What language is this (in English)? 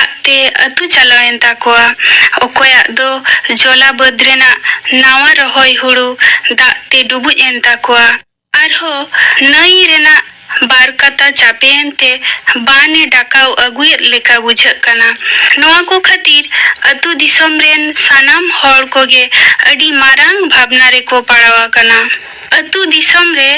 Santali